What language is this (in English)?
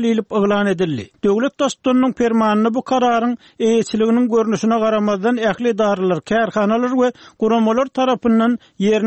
Turkmen